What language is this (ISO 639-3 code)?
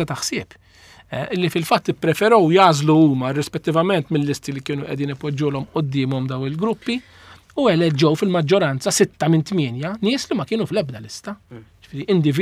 mlt